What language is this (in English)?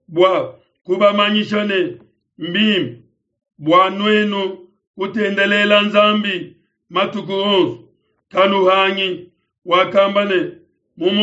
Luba-Lulua